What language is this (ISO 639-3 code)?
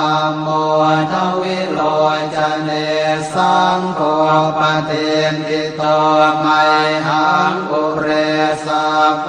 pli